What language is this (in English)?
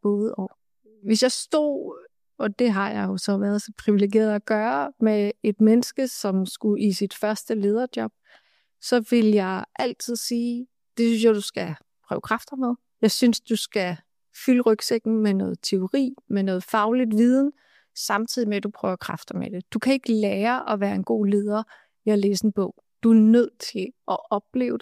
Danish